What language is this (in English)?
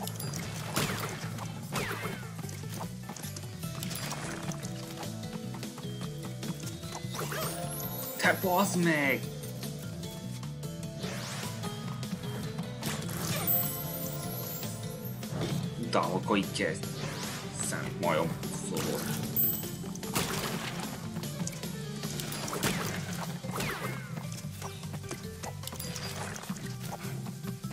Hungarian